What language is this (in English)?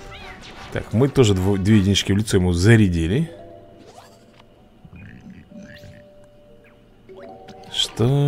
Russian